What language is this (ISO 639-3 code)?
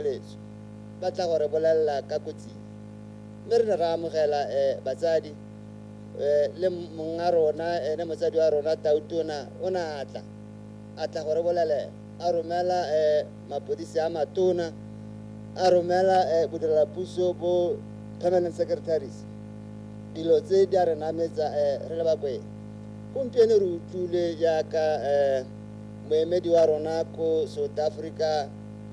tsn